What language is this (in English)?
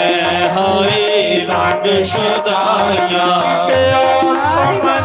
Dogri